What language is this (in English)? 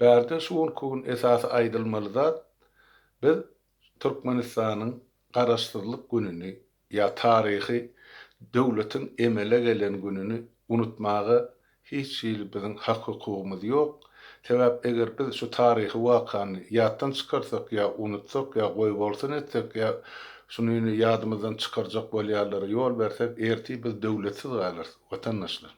Turkmen